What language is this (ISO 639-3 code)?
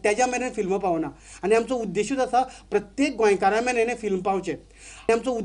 kok